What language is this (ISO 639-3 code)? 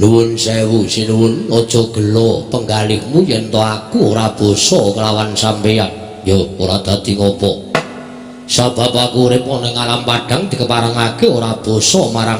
jav